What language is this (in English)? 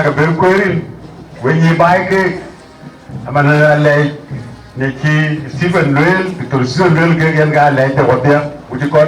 Dinka